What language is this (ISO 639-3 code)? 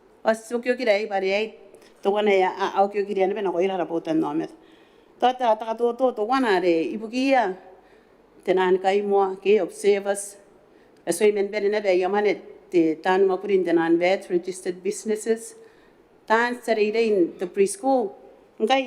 gil